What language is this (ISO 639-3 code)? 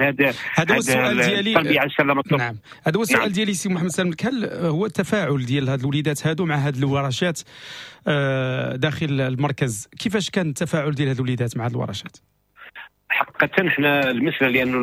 ary